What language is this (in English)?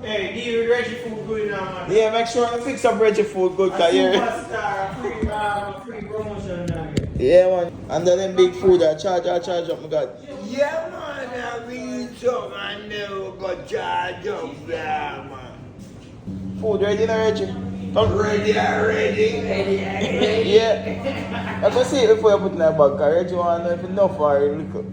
Jamaican Creole English